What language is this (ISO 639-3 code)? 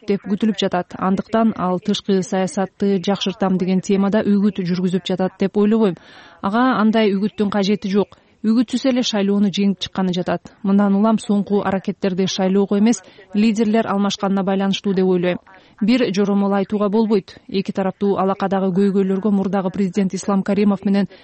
kir